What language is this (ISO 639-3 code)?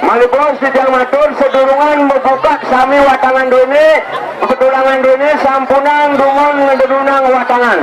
ban